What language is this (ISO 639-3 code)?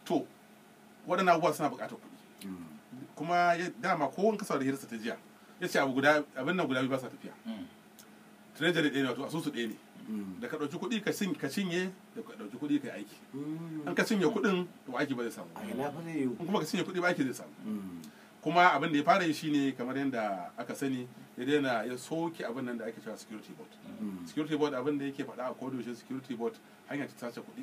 hau